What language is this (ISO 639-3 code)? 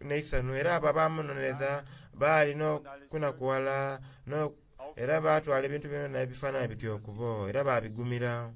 xog